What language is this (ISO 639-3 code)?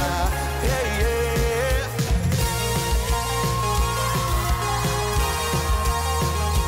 kaz